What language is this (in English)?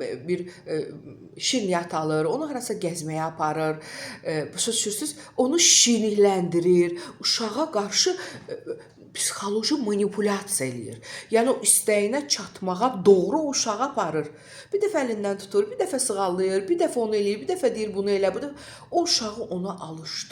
Azerbaijani